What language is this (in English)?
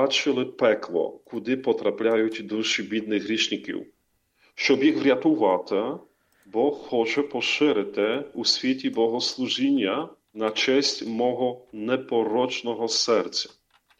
Ukrainian